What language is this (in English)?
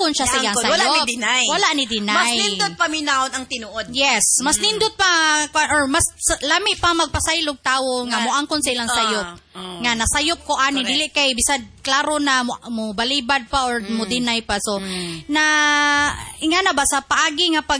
Cebuano